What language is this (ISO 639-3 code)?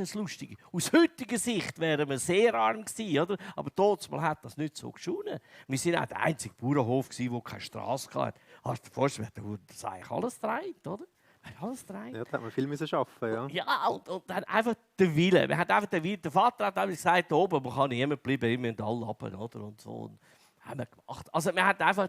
gsw